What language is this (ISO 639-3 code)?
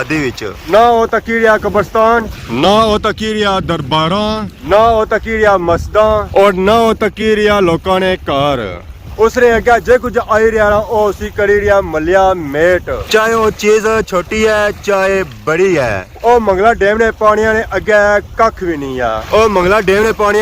phr